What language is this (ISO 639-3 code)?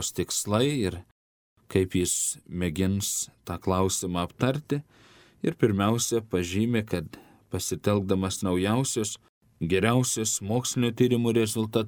lit